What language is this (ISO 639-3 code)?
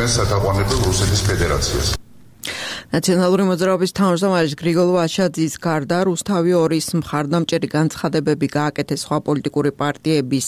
kat